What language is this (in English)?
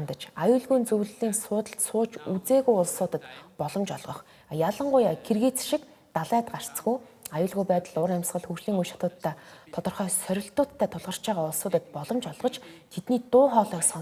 Mongolian